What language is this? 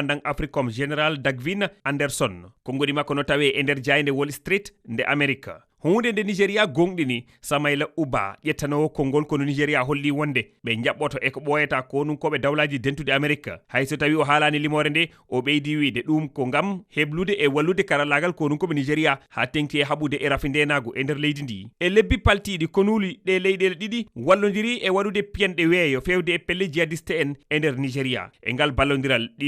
Fula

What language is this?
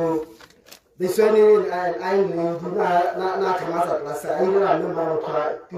Tswana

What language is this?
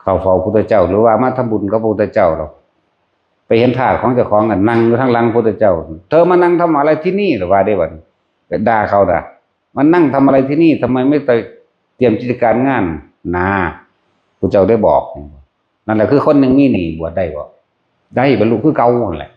Northeastern Thai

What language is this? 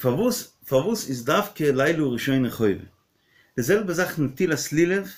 Yiddish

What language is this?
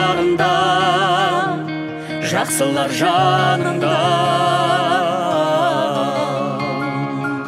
Kazakh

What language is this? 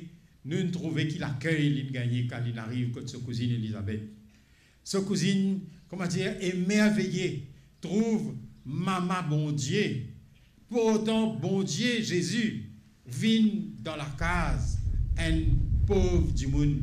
Morisyen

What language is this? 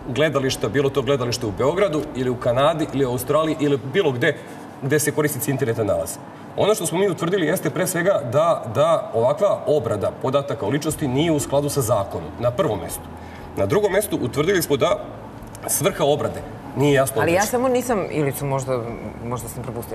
Serbian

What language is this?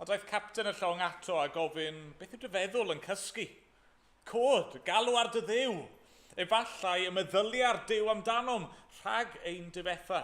Welsh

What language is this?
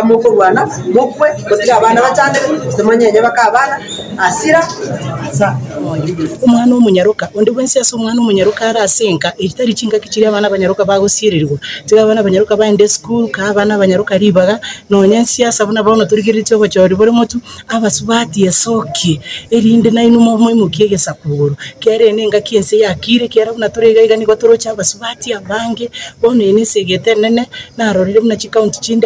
Gusii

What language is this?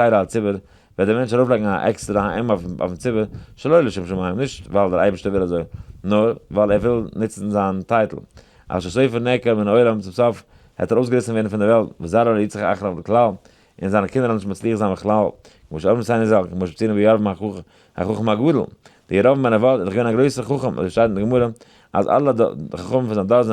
Yiddish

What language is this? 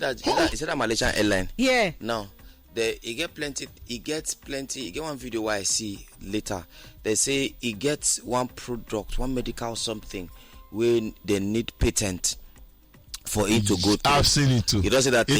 Nigerian Pidgin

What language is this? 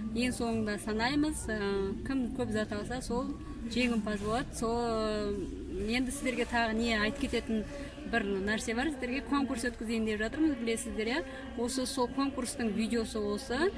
Kazakh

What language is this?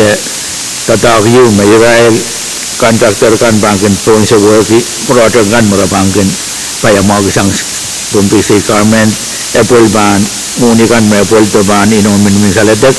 Pohnpeian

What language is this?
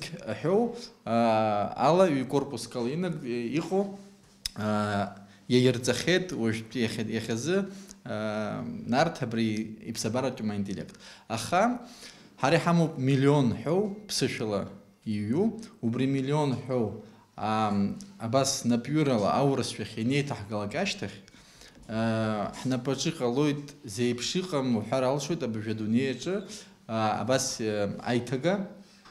Abkhazian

